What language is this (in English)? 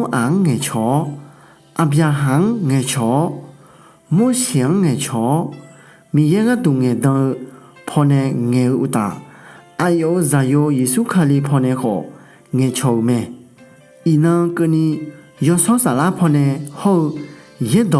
Akha